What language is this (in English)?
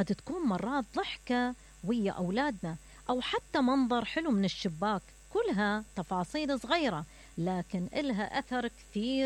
Mesopotamian Arabic